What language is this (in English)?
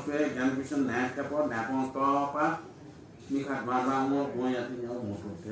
Newari